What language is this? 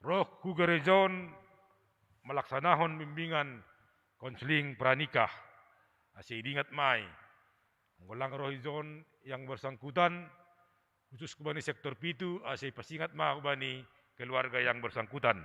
Batak Simalungun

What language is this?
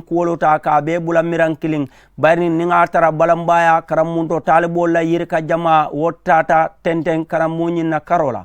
Mandingo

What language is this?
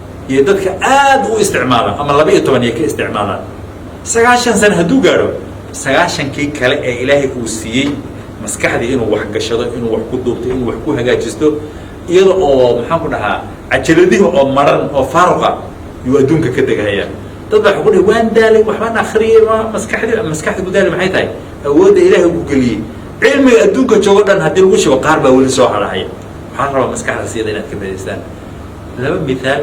Somali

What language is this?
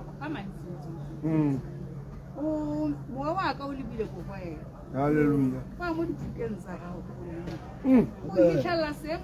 Tswana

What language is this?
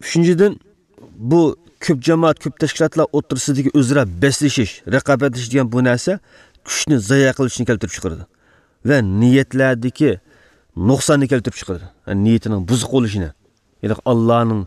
Uyghur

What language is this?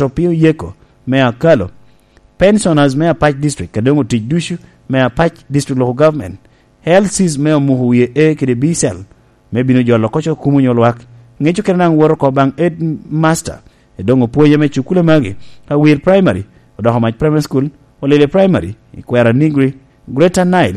Lango (Uganda)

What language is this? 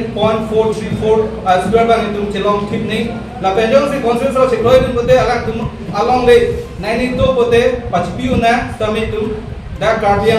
Karbi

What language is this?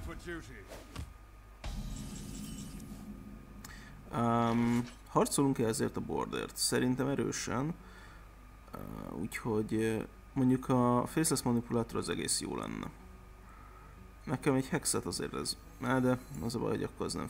Hungarian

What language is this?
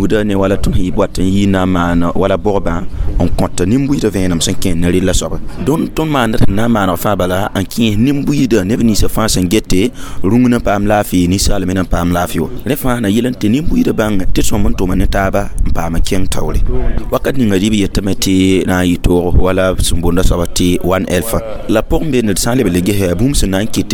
Mossi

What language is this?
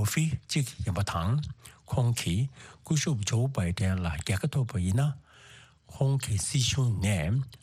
Tibetan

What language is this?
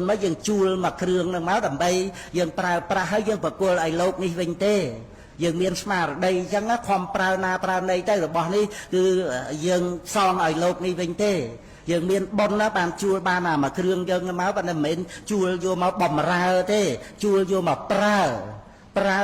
Khmer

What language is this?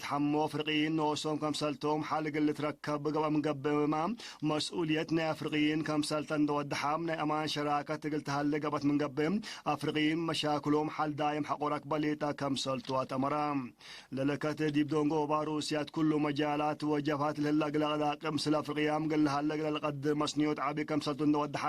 Tigre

